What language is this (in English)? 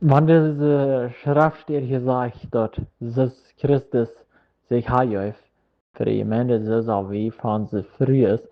Plautdietsch